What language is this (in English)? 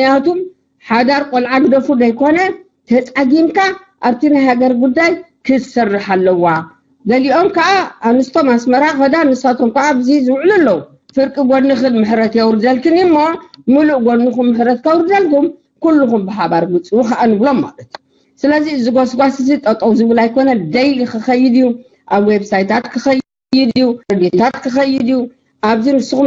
Tigrinya